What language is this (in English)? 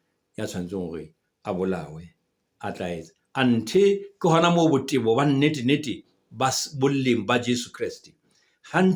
Southern Sotho